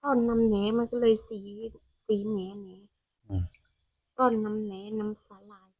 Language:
Northeastern Thai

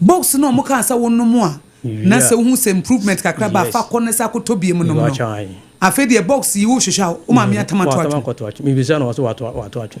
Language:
Akan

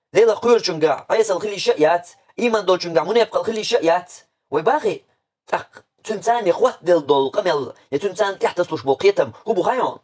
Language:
Chechen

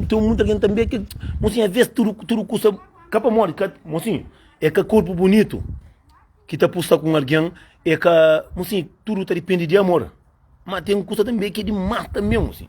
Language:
Kabuverdianu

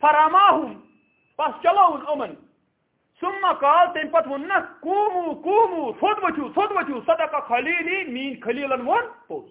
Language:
Kashmiri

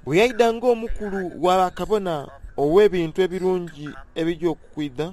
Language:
Soga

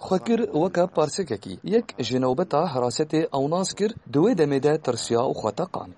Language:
Kurdish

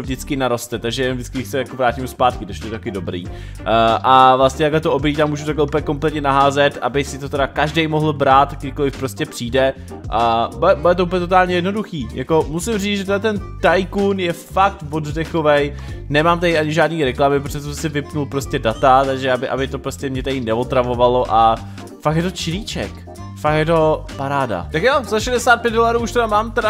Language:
Czech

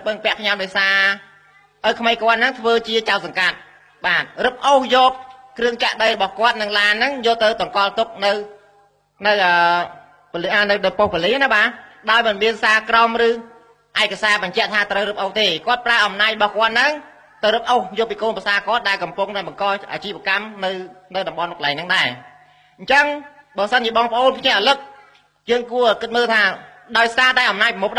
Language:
Khmer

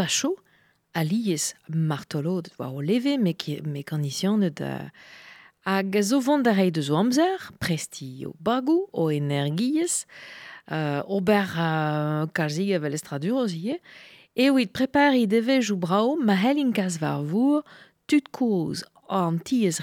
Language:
Breton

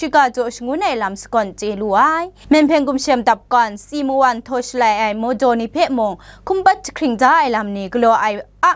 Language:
Kachin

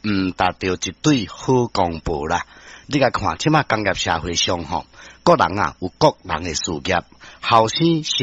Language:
Min Nan Chinese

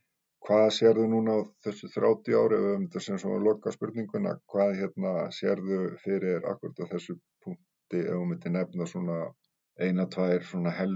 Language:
Icelandic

